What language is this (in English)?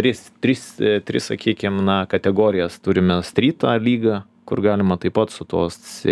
Lithuanian